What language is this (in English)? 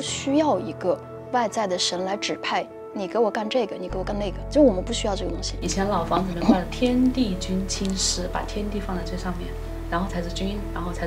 Chinese